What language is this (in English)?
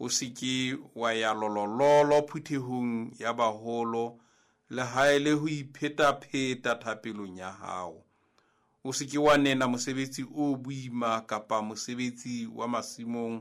Southern Sotho